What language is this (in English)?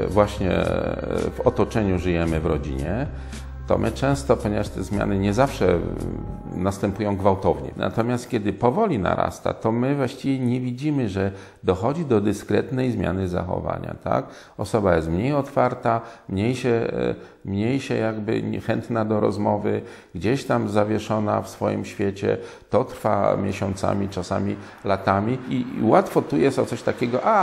Polish